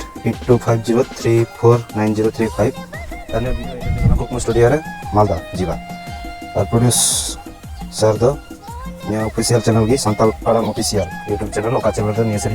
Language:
Santali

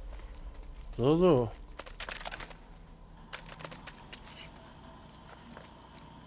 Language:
German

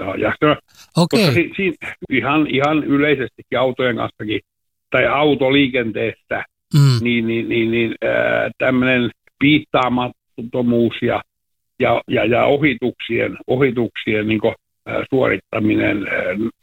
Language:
Finnish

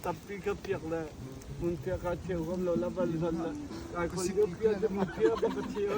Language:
Hakha Chin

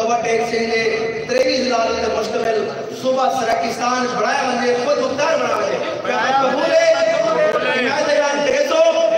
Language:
Saraiki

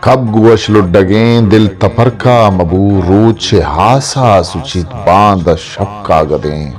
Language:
Eastern Balochi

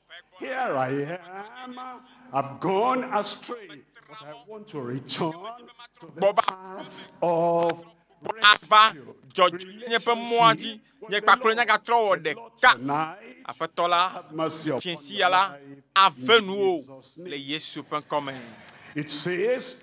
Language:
Ewe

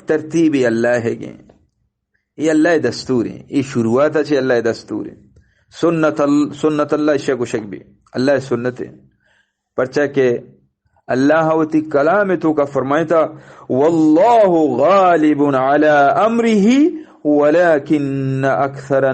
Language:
Eastern Balochi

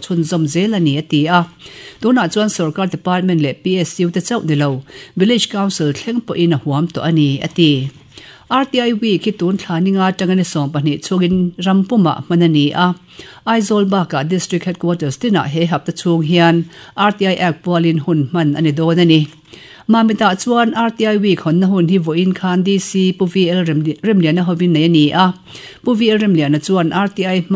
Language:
Mizo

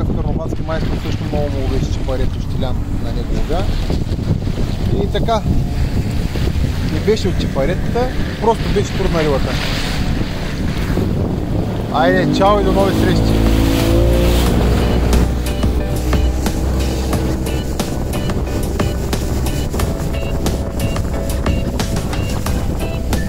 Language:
Bulgarian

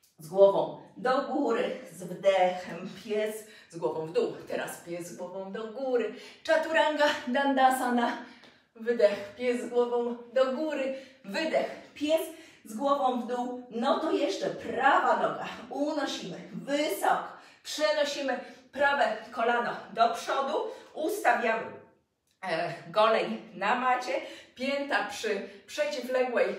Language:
Polish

